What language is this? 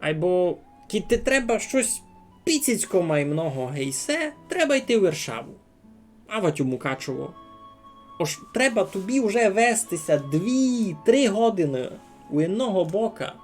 Rusyn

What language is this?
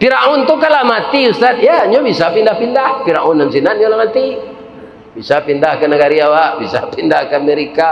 Minangkabau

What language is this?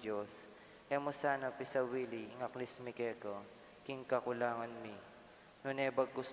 Pampanga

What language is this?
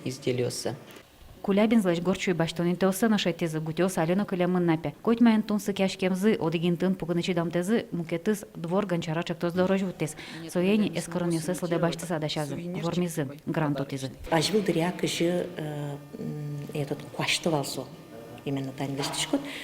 Udmurt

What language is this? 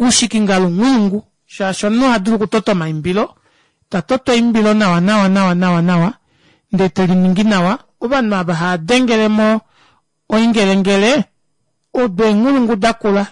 Kuanyama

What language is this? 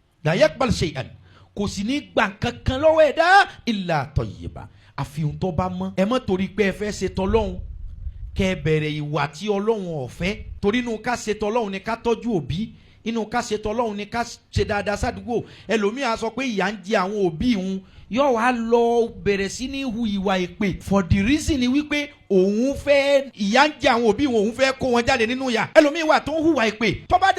Yoruba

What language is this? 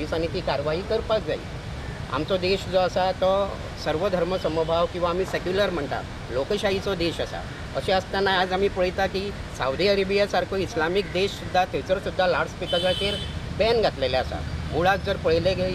Konkani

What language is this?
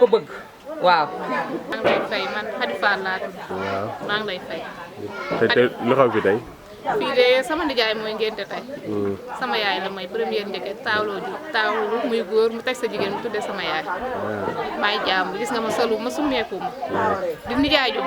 Wolof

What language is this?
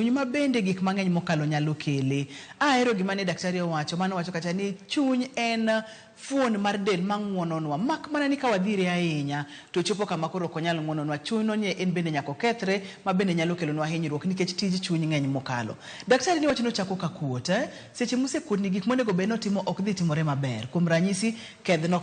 Luo (Kenya and Tanzania)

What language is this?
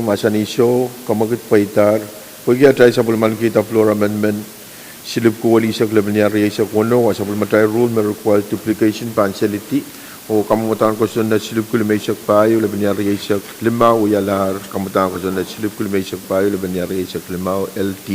Pohnpeian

